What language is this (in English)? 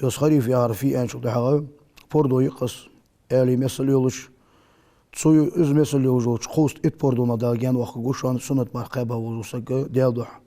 Ingush